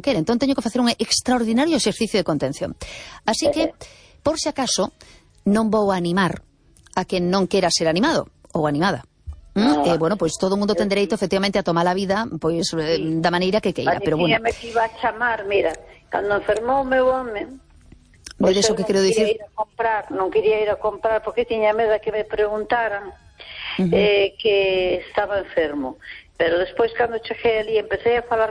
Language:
Galician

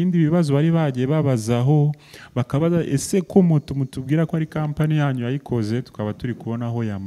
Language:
Kinyarwanda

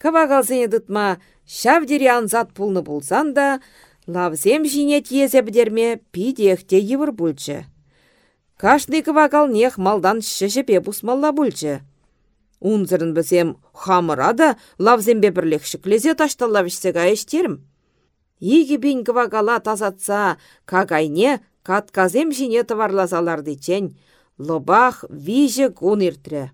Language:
Chuvash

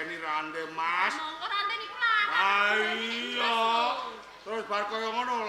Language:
Javanese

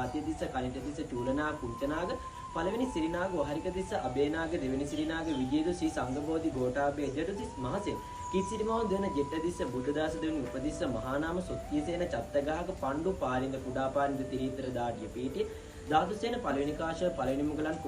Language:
Sinhala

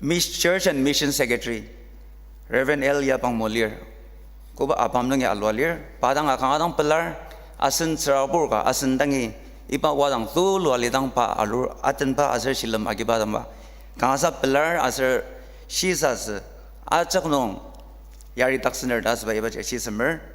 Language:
Ao Naga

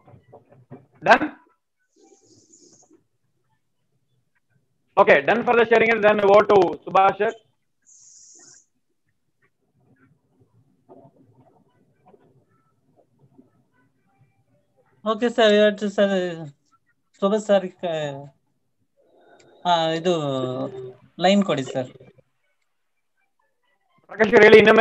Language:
Kannada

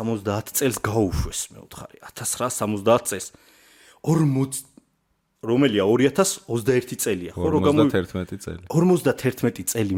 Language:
Georgian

